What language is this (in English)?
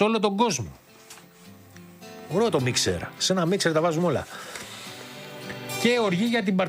Greek